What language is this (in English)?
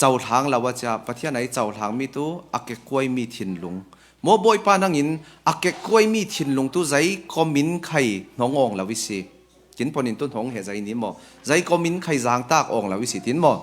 Falam Chin